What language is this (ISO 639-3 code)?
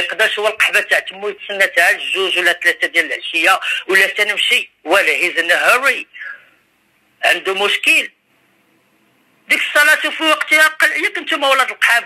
ary